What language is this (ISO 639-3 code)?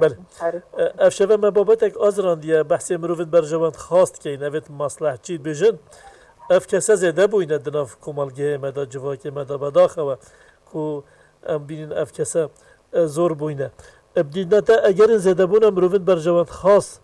kur